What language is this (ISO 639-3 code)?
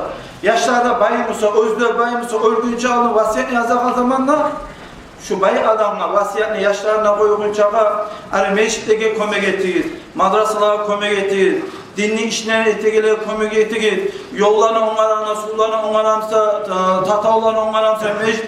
kum